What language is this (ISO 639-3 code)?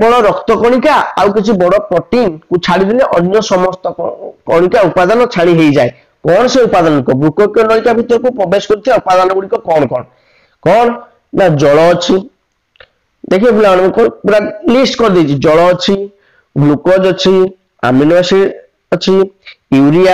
ori